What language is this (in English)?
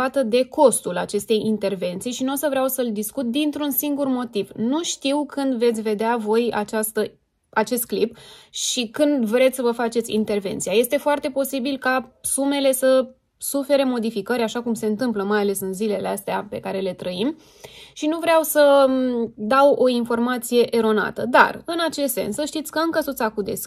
Romanian